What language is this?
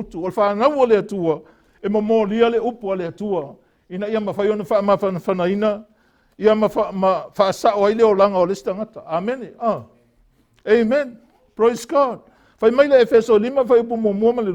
Samoan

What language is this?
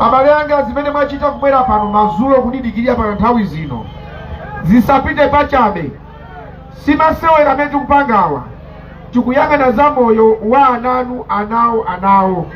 Nyanja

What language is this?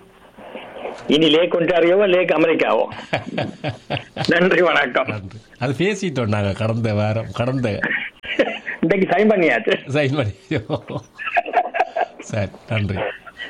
Tamil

